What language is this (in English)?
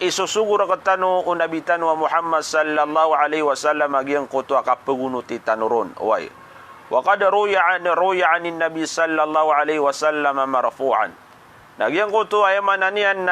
Maranao